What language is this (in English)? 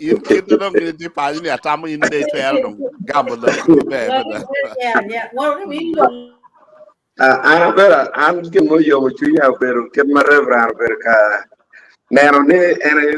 Acoli